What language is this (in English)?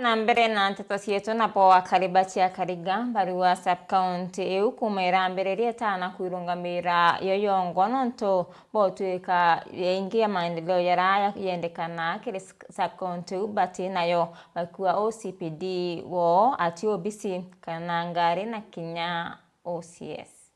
Meru